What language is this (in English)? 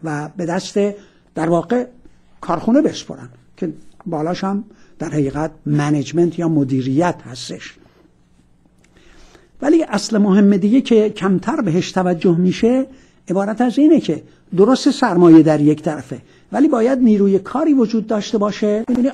Persian